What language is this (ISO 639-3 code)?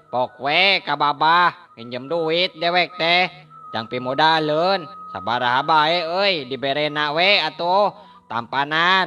sun